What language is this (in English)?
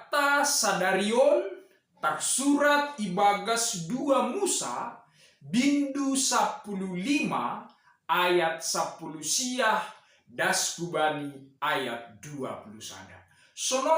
Batak Simalungun